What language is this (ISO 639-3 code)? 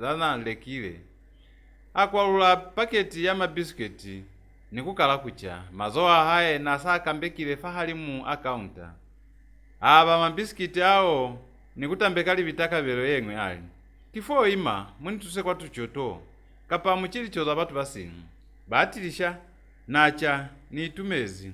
loz